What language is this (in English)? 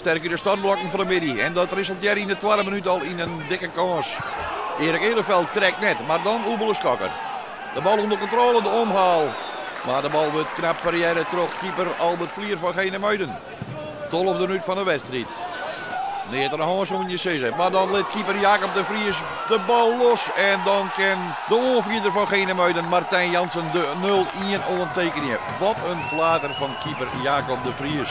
Western Frisian